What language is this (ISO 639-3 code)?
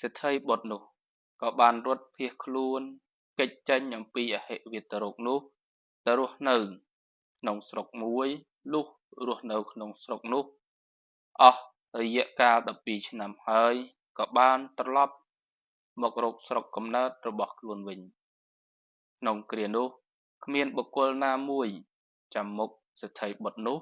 khm